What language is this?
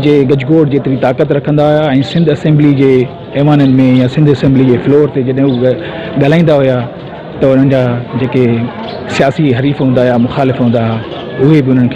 Sindhi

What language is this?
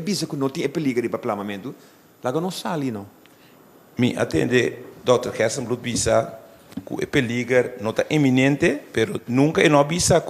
Papiamento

